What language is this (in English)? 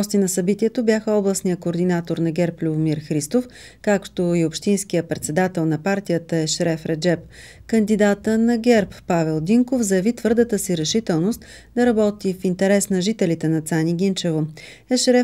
Bulgarian